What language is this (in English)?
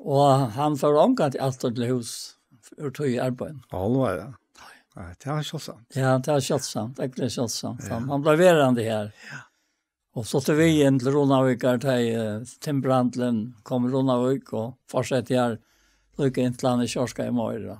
Faroese